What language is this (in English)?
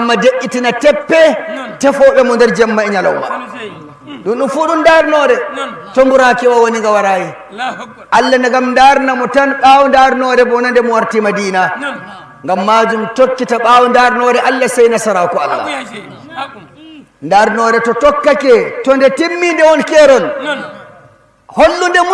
Fula